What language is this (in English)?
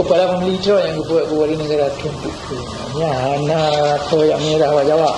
Achinese